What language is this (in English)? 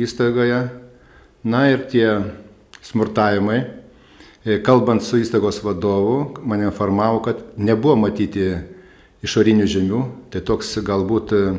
Lithuanian